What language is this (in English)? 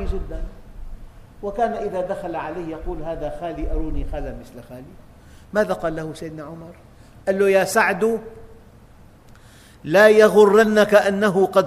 Arabic